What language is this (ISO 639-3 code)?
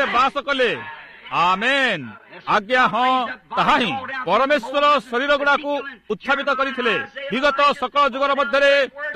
ori